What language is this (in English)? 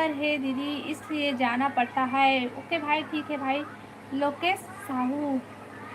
Chhattisgarhi